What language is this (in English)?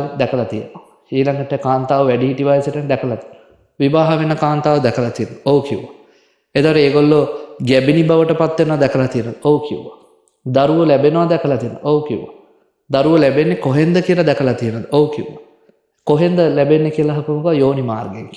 Sinhala